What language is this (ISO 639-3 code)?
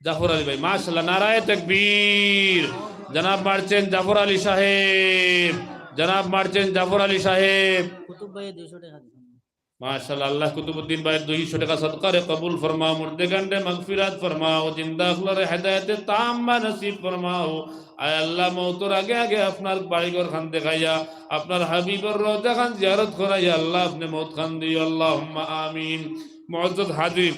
syl